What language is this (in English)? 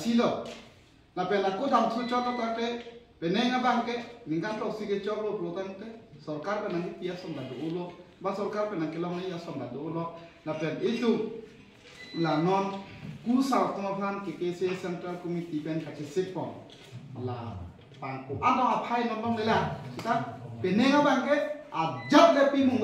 Karbi